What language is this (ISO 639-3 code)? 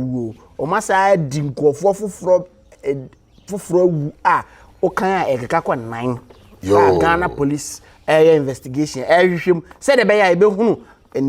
aka